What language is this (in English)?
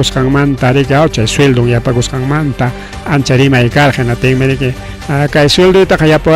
Ayacucho Quechua